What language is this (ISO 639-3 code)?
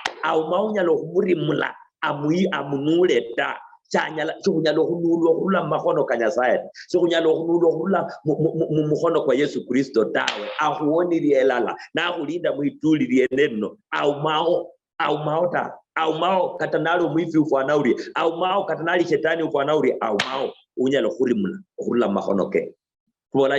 luy